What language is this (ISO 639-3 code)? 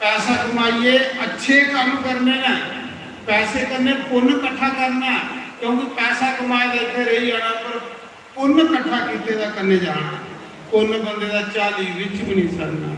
doi